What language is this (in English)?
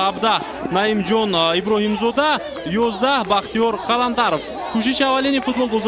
Tajik